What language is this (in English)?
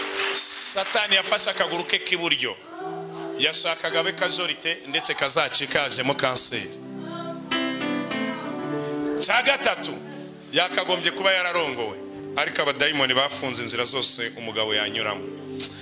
Kinyarwanda